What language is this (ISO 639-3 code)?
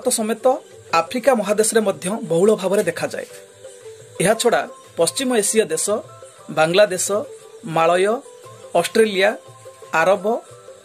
ori